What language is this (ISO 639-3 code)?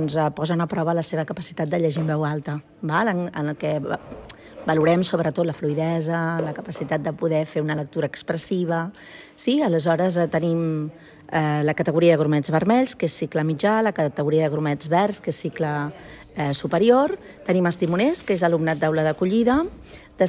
cat